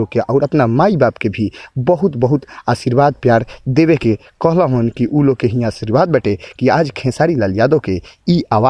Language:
Bhojpuri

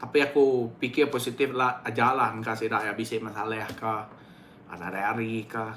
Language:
Iban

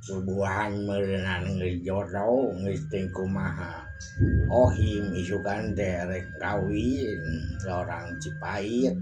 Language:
Sundanese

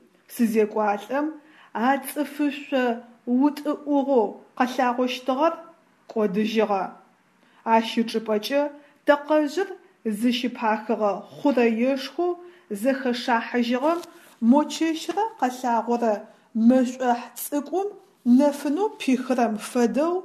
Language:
Adyghe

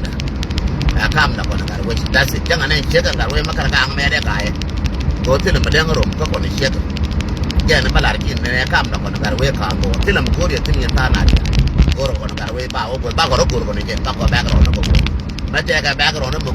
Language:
Nuer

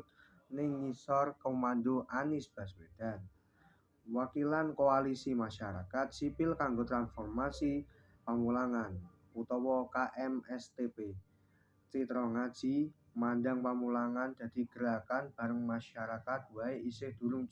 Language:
Javanese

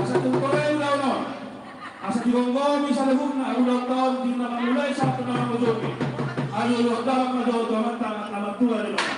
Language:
Batak Toba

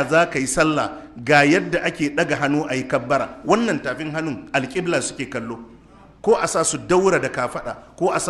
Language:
Hausa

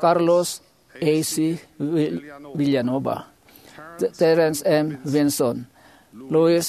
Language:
Iloko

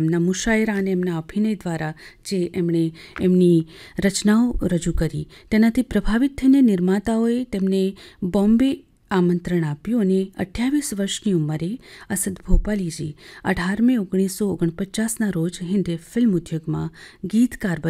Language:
Gujarati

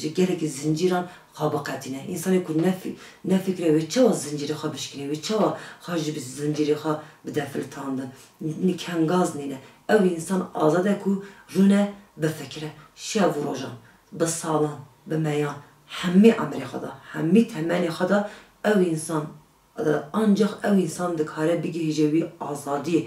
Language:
Kurdish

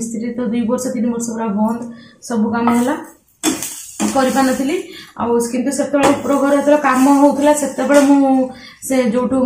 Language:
Odia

